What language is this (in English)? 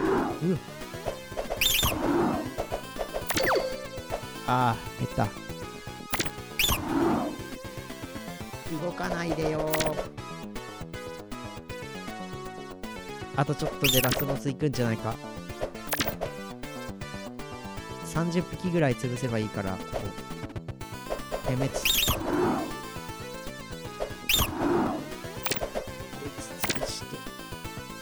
Japanese